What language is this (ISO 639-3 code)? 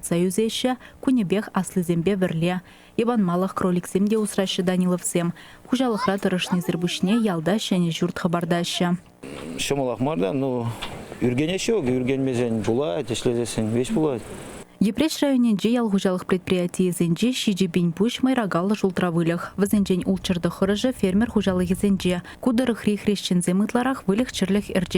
chv